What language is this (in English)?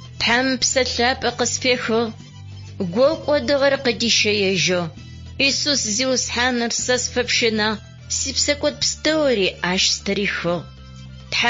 Adyghe